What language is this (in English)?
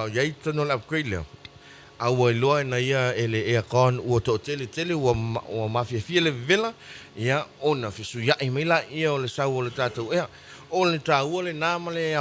Samoan